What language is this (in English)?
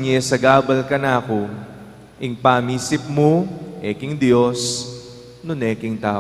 Pampanga